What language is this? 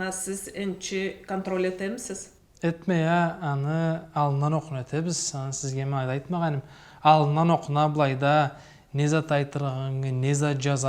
Karachay-Balkar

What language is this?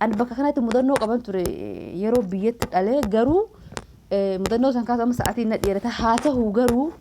Oromo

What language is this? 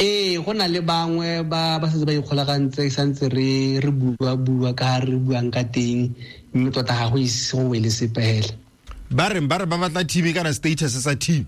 Tswana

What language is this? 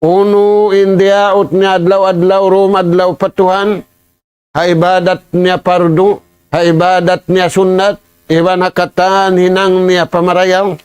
Tausug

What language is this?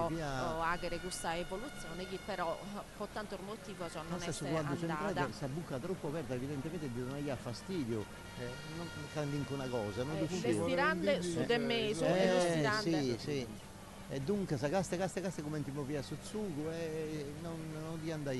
Sardinian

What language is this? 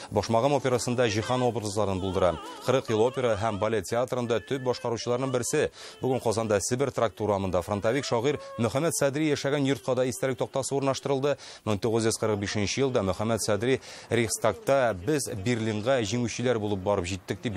Tatar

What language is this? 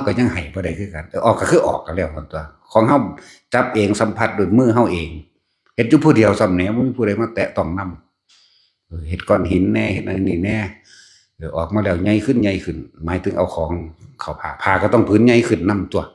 Northeastern Thai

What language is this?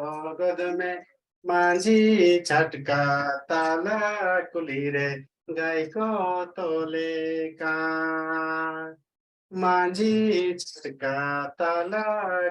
Santali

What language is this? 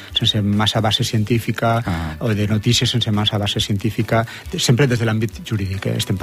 Catalan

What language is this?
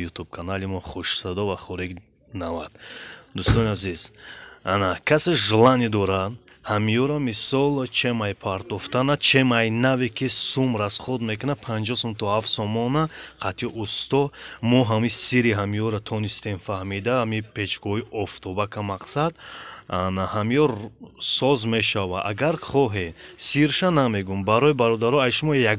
Tajik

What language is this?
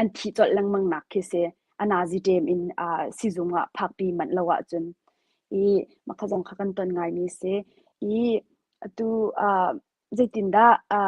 Hakha Chin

